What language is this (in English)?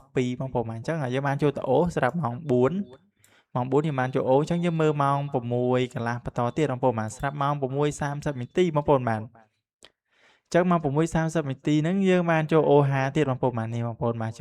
Khmer